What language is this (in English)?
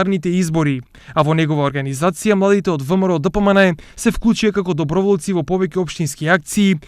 Macedonian